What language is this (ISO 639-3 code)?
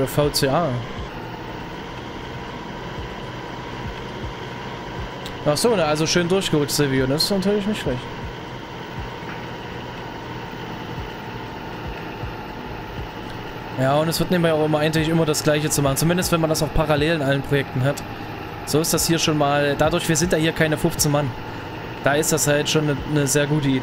deu